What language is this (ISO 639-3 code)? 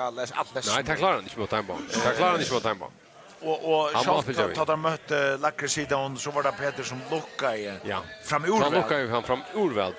fao